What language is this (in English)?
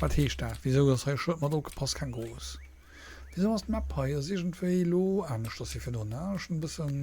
Luxembourgish